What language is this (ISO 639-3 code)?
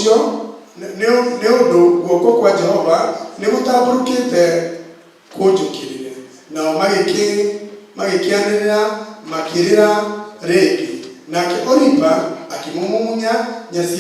kik